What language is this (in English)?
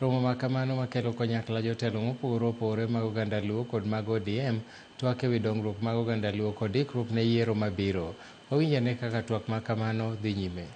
Luo (Kenya and Tanzania)